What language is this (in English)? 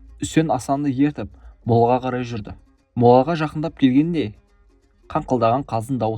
Kazakh